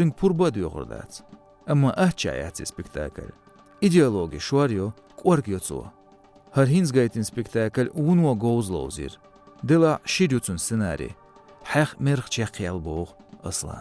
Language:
Chechen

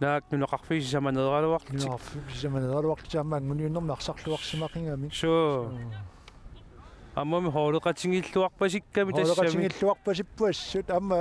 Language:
Kalaallisut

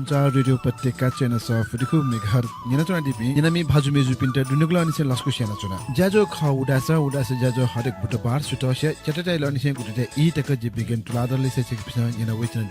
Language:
Newari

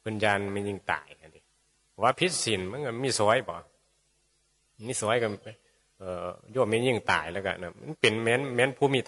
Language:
Northeastern Thai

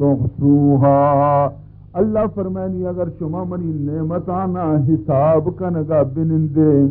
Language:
Baluchi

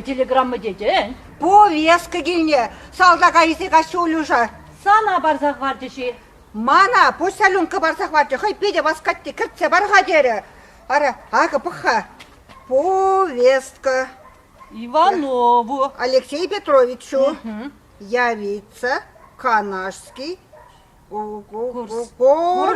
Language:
Chuvash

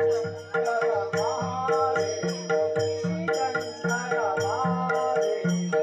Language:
Konkani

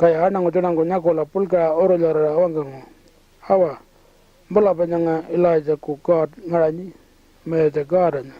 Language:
Pitjantjatjara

